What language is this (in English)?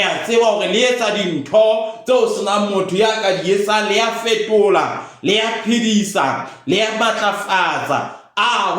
Southern Sotho